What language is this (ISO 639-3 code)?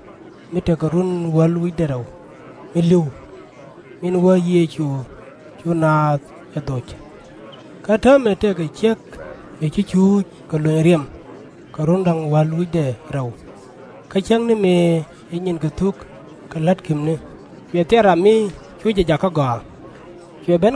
nus